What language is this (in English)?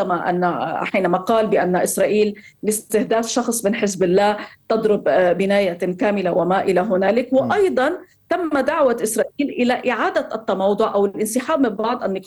Arabic